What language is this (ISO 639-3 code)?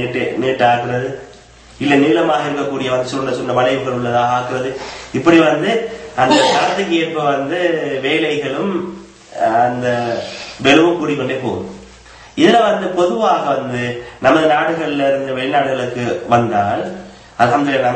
tam